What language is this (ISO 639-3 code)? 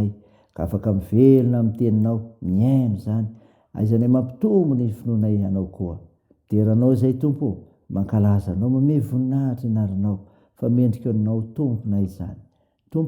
mlg